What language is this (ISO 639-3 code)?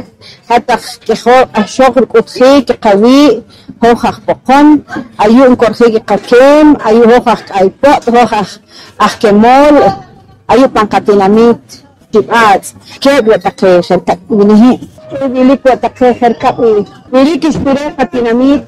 poh